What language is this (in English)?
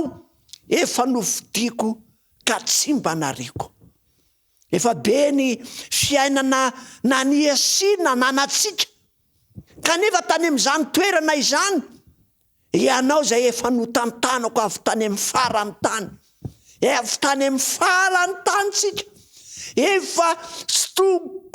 Malagasy